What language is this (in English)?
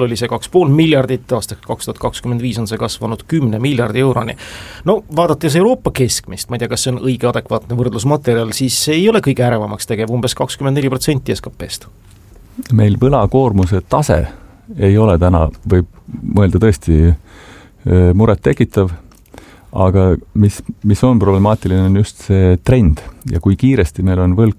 Estonian